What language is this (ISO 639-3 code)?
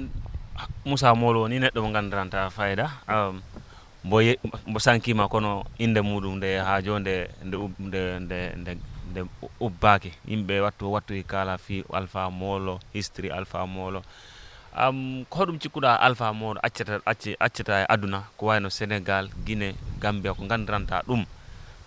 ful